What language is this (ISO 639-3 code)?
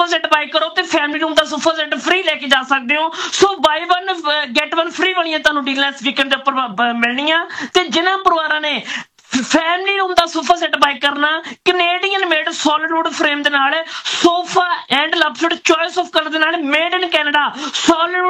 pan